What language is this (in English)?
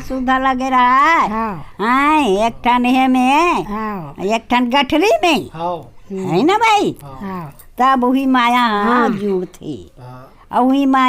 Chhattisgarhi